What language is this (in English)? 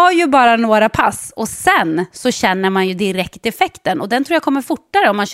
Swedish